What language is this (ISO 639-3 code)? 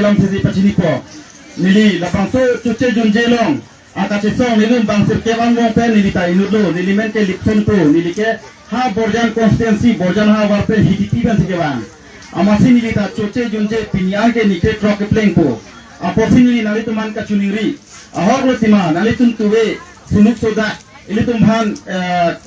mjw